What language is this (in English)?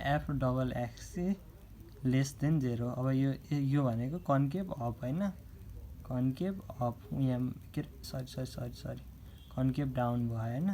Nepali